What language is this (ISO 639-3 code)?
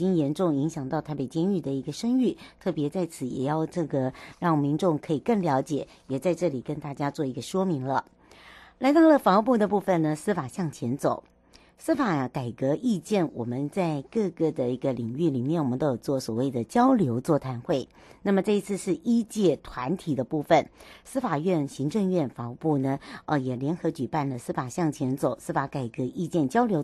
zho